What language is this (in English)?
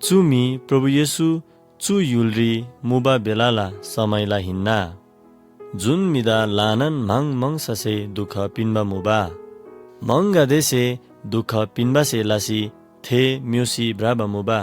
Eastern Tamang